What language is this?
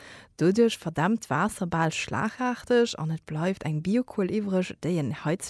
Luxembourgish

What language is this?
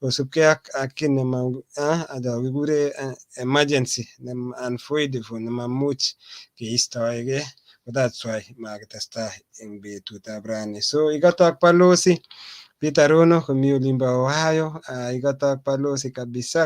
Kalenjin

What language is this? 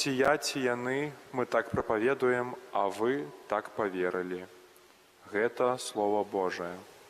Belarusian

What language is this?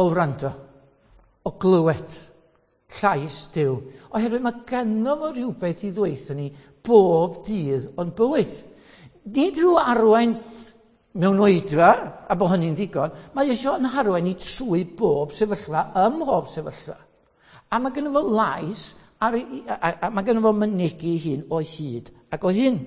Welsh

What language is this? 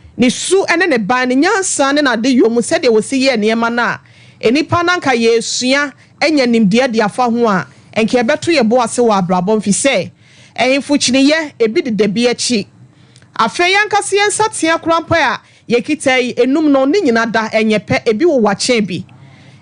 Akan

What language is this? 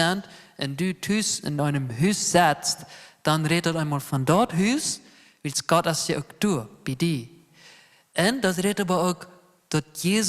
Plautdietsch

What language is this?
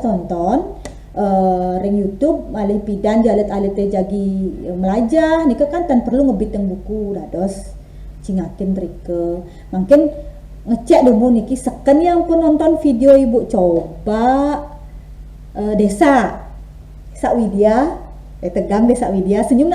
Balinese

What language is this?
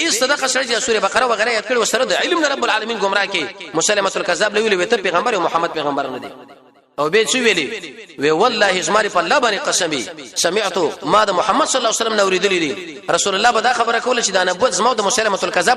Pashto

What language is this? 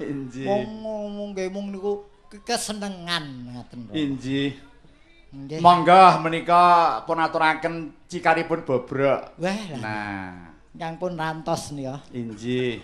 Javanese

